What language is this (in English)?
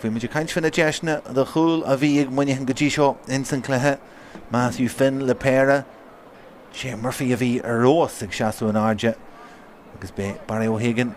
Irish